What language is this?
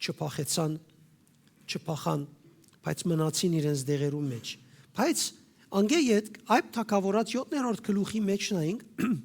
Western Armenian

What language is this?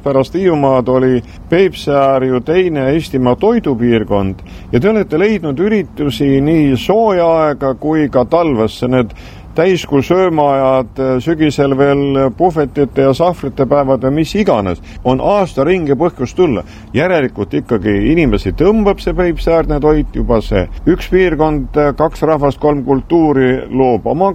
Estonian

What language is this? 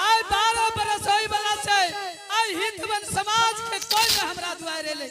Angika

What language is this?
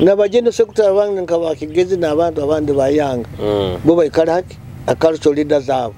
Nyoro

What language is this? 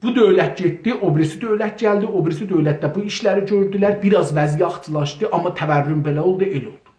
South Azerbaijani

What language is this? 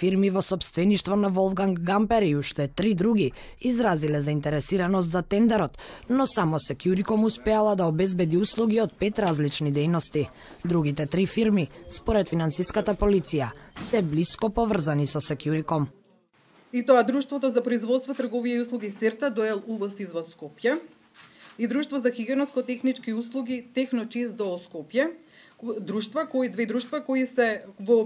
Macedonian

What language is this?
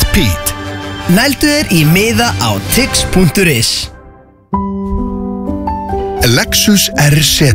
Icelandic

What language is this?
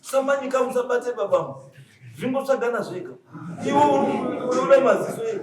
Shona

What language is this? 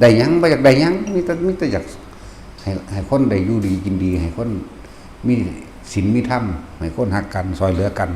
Northeastern Thai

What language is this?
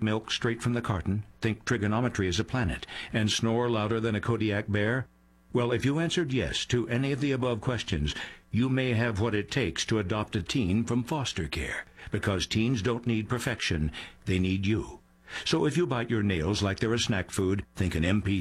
English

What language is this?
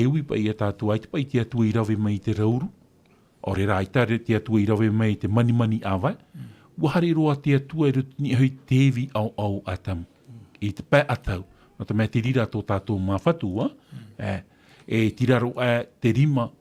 Tahitian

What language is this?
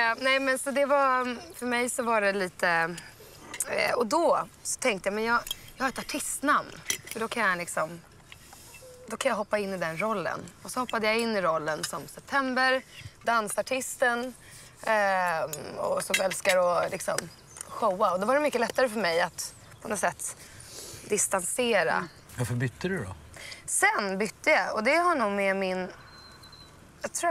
Swedish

